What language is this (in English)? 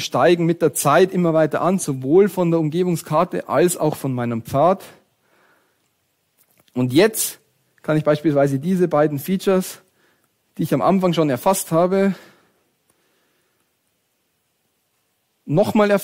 German